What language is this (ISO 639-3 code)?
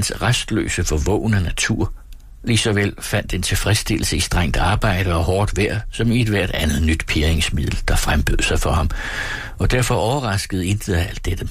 dan